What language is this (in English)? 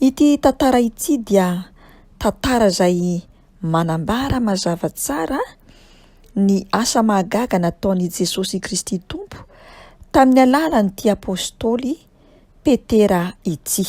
Malagasy